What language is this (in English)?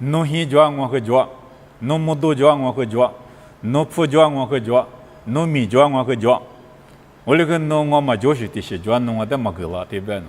Lisu